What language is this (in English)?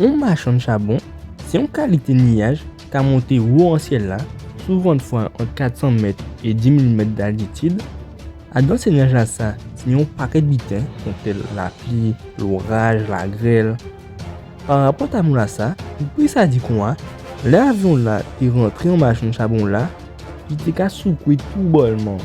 Guadeloupean Creole French